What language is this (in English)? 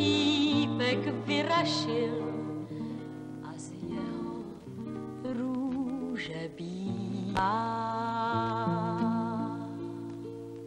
Czech